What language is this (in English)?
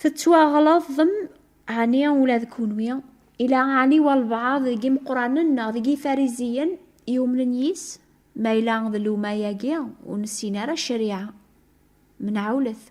Kabyle